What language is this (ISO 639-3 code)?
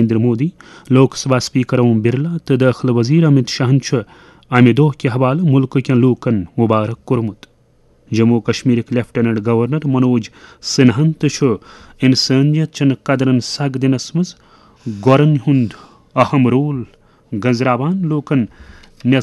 kas